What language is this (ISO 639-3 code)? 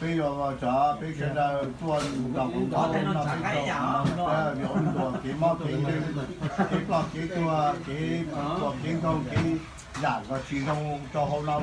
hmn